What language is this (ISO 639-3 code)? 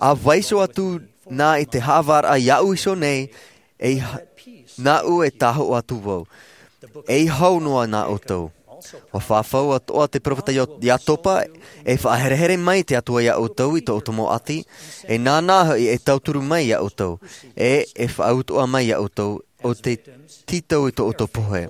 tah